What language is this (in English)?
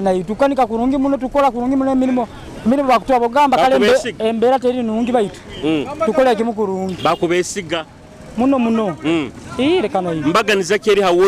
Nyoro